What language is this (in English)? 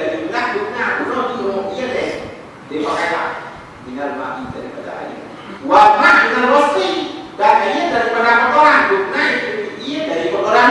Achinese